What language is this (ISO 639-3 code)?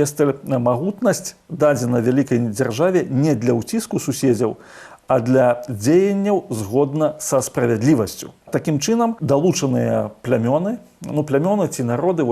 bel